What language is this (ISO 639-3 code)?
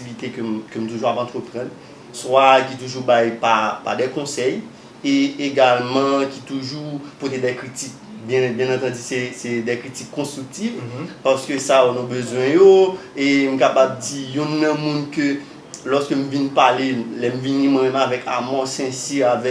hat